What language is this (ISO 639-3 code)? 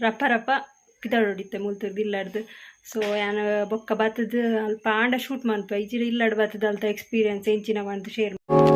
tcy